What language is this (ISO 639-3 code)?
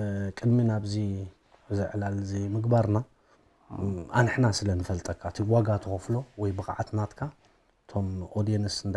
tir